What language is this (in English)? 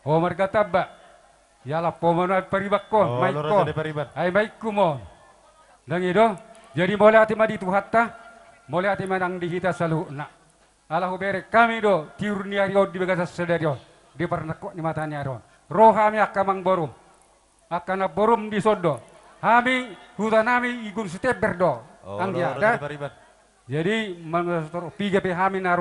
Batak Toba